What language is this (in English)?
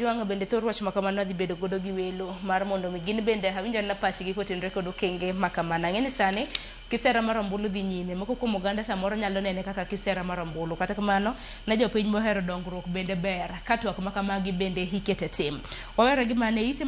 Luo (Kenya and Tanzania)